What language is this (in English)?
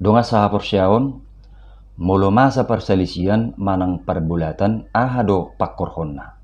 Batak Toba